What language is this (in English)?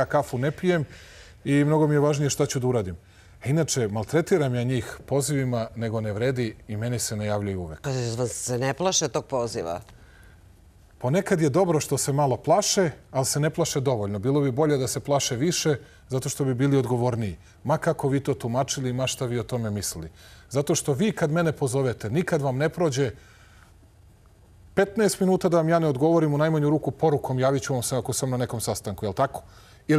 Serbian